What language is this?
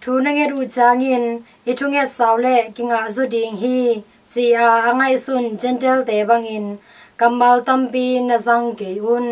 Tedim Chin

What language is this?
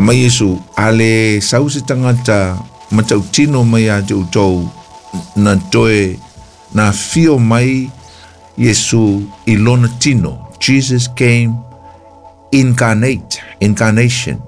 Samoan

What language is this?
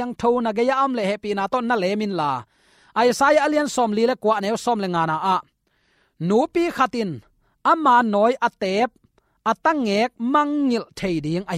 Tedim Chin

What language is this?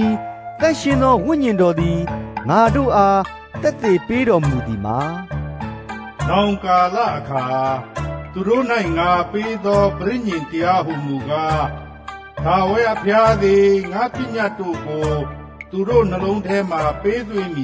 Burmese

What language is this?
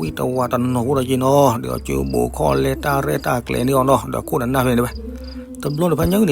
S'gaw Karen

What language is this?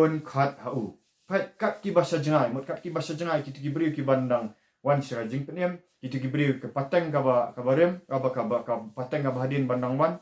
Khasi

